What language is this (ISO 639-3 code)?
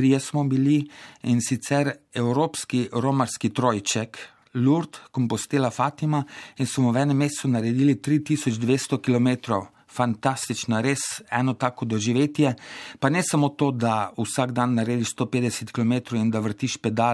slv